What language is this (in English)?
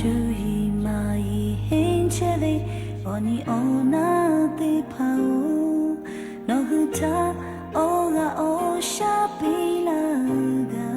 Lahu